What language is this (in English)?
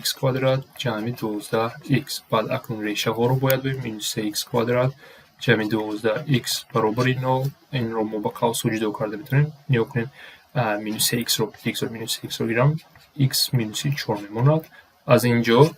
Tajik